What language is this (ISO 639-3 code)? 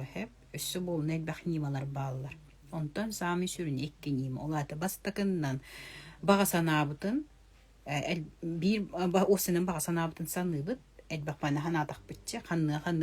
sah